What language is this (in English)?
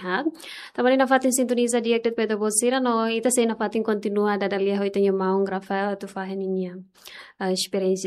Tetum